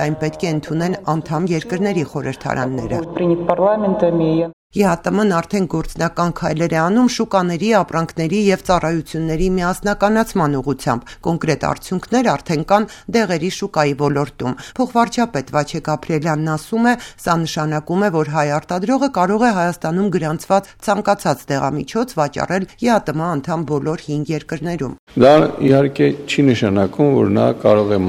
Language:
Armenian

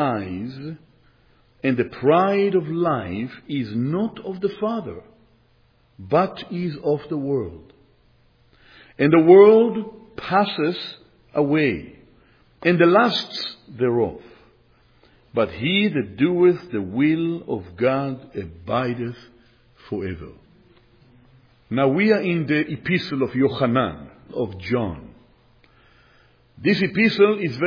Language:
English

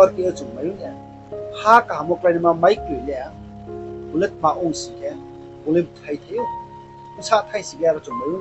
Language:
Riang (India)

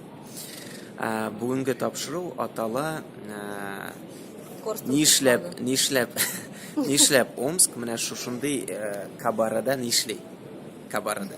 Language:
Tatar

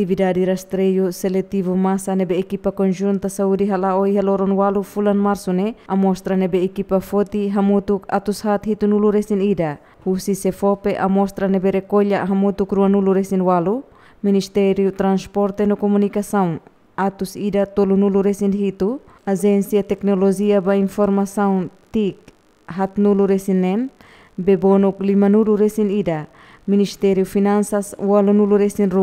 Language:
Tetum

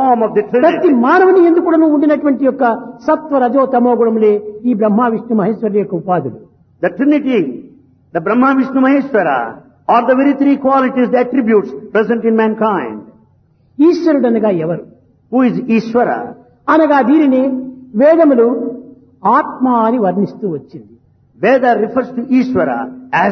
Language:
Telugu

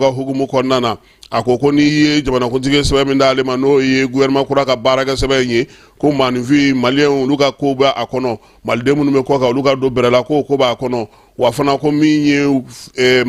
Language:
Bambara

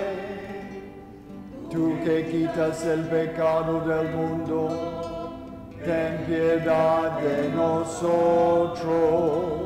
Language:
Spanish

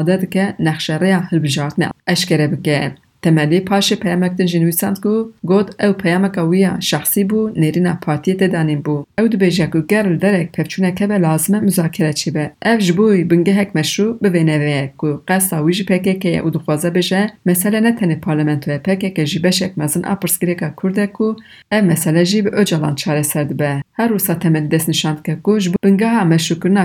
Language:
Kurdish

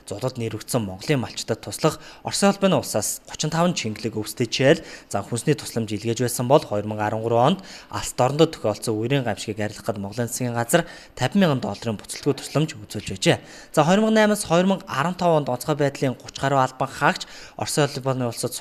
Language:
Mongolian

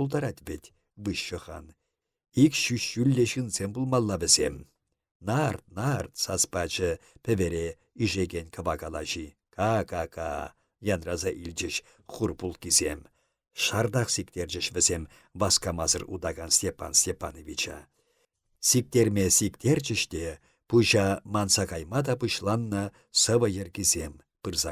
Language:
Chuvash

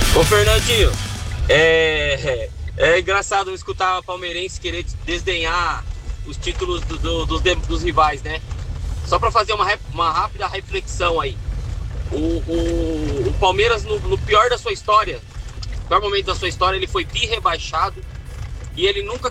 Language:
Portuguese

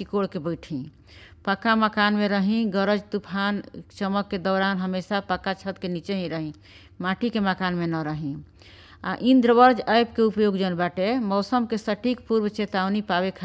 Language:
Bhojpuri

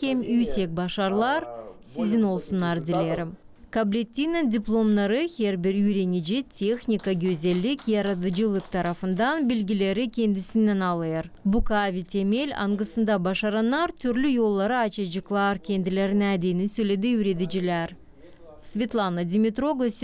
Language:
Gagauz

